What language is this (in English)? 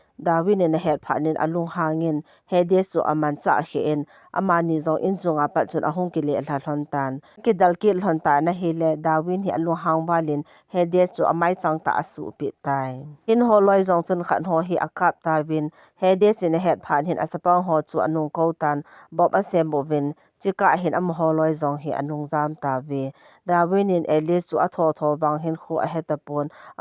Thado Chin